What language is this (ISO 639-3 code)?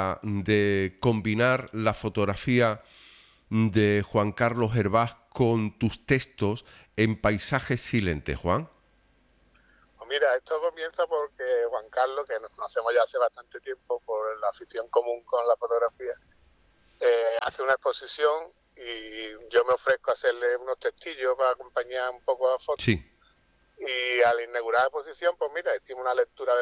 spa